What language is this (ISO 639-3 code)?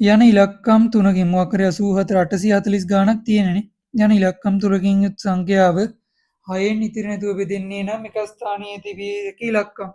sin